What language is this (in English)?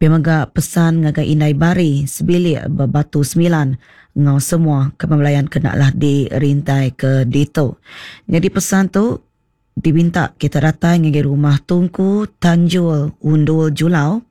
Iban